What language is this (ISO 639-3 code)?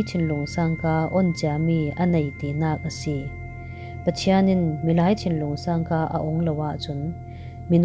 cfm